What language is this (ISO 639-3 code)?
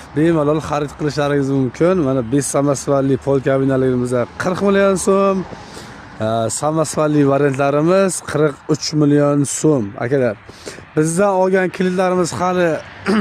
uzb